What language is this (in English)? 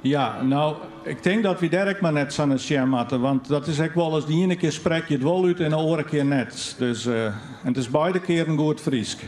Western Frisian